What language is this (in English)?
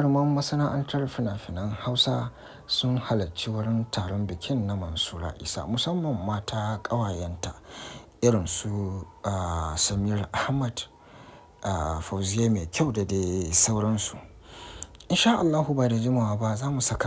Hausa